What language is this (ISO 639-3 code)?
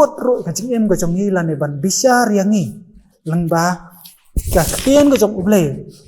kha